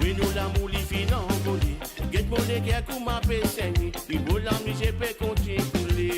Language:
Morisyen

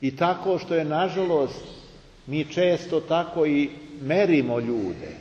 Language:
Serbian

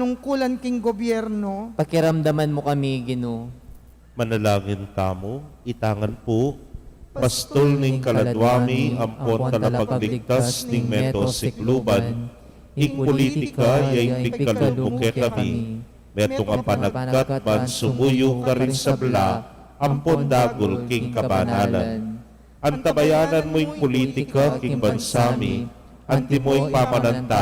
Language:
Pampanga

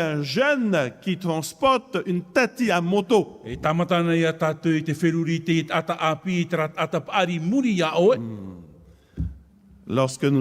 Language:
Tahitian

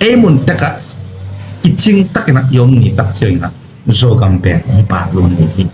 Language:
Tedim Chin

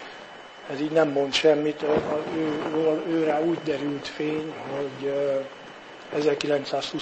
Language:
Hungarian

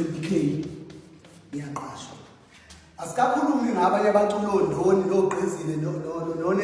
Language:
Zulu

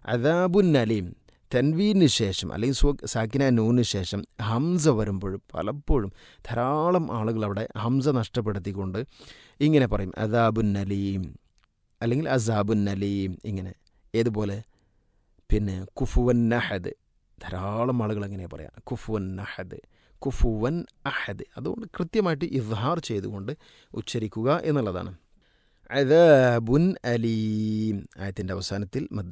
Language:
Malayalam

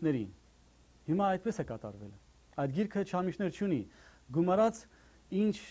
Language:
Armenian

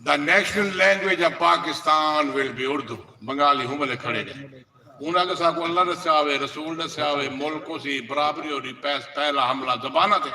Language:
Saraiki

